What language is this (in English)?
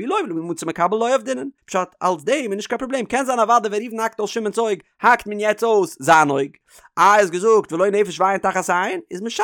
Yiddish